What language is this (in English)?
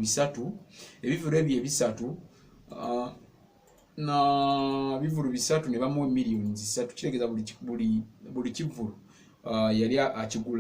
Ganda